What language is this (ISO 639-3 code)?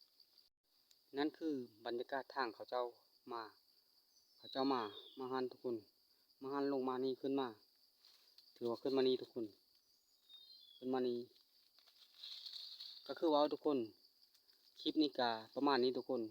lao